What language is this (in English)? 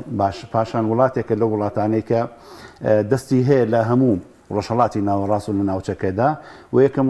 Central Kurdish